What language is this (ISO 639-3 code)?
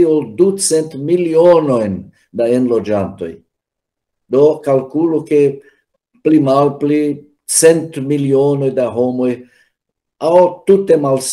epo